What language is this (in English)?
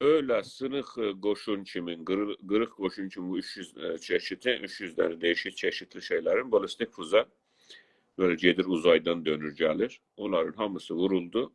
South Azerbaijani